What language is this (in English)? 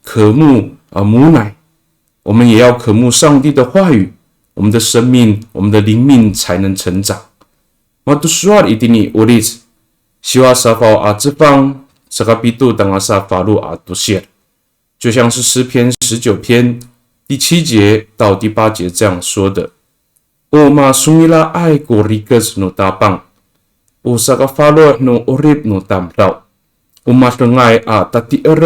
Amis